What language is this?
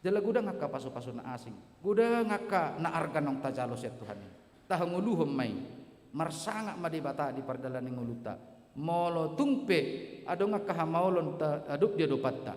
Batak Toba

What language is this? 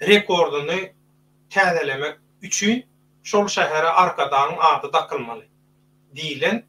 Turkmen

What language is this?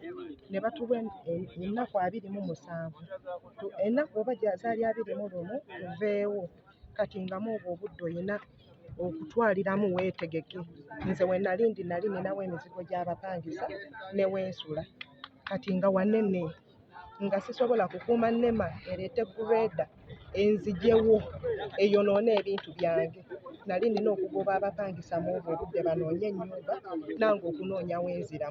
Ganda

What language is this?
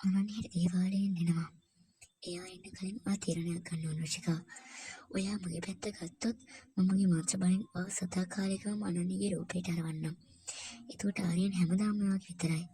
Sinhala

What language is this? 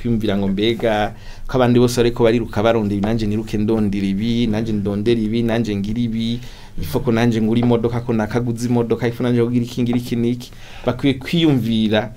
Rundi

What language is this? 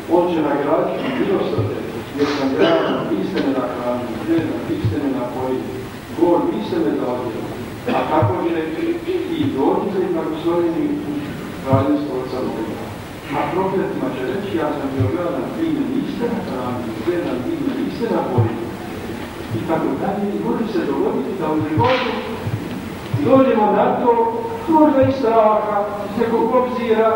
Croatian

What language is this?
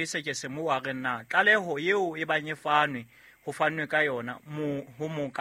Southern Sotho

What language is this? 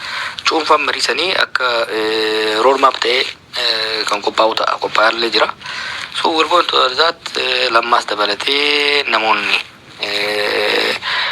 Oromo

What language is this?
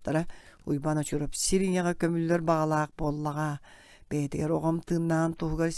Yakut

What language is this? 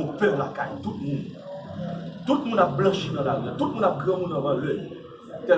Haitian Creole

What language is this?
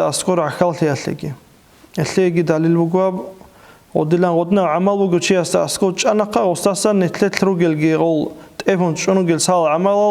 Avaric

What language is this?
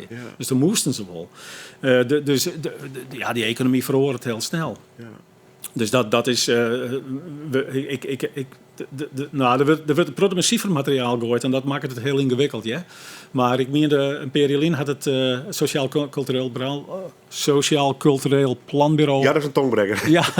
Western Frisian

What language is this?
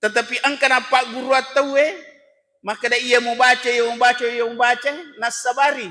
Buginese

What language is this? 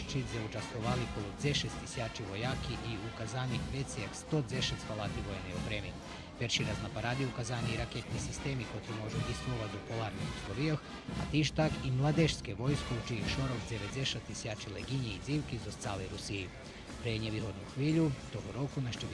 Rusyn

